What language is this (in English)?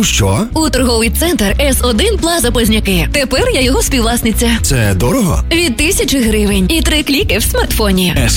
Ukrainian